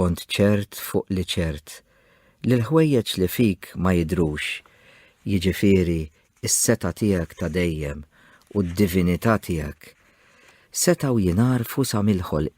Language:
Maltese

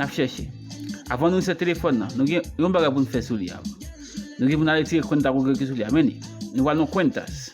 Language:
Haitian Creole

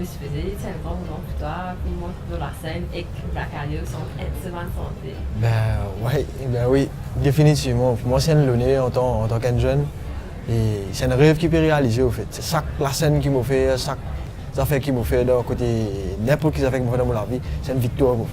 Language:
Morisyen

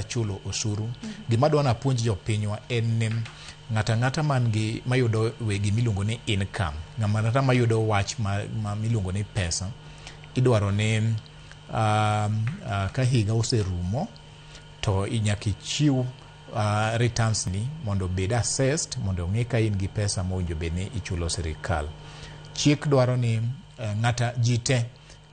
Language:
Luo (Kenya and Tanzania)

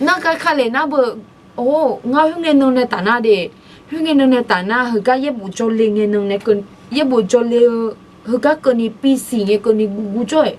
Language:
Akha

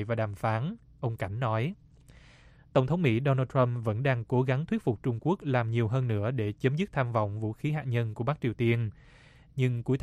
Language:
Vietnamese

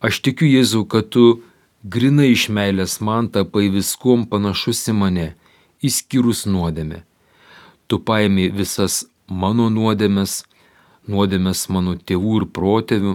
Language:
Lithuanian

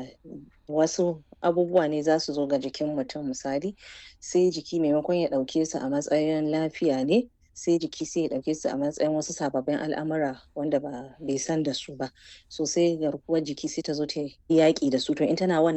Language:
Hausa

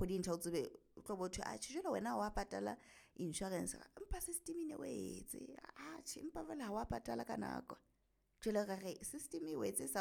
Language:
Southern Sotho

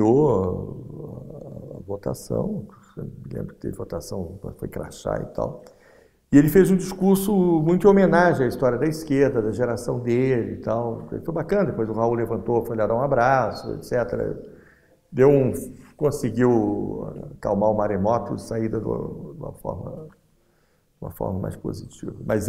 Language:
Portuguese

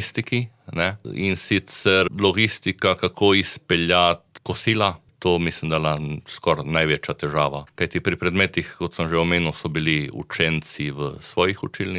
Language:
Slovenian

